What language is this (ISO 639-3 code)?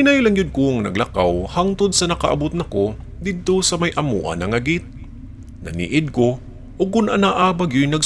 ceb